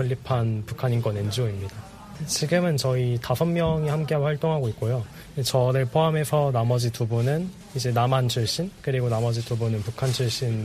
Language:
Korean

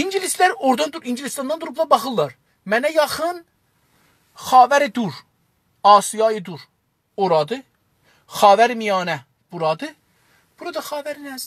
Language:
South Azerbaijani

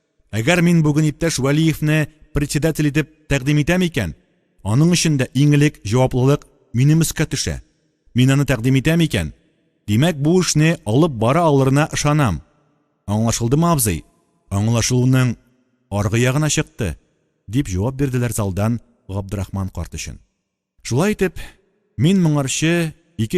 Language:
Tatar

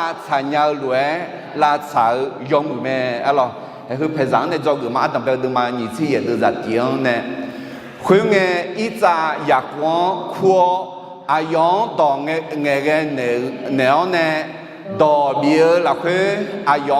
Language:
Akha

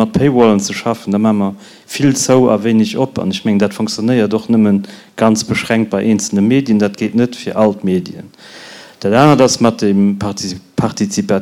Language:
Luxembourgish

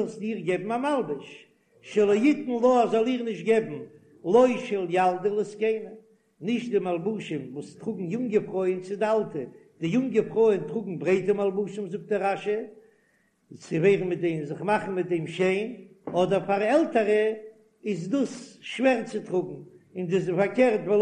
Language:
Yiddish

